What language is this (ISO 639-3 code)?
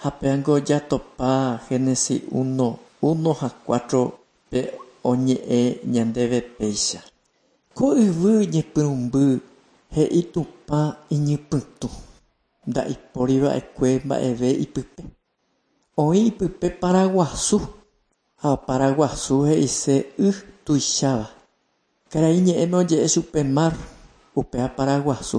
grn